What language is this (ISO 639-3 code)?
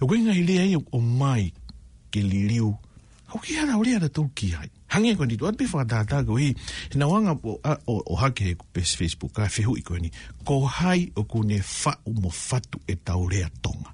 ton